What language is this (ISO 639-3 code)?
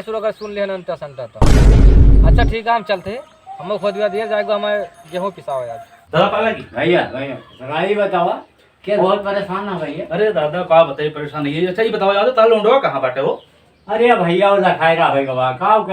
awa